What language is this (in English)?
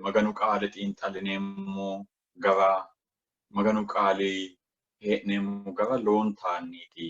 Sidamo